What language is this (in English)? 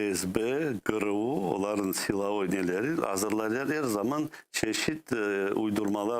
Crimean Tatar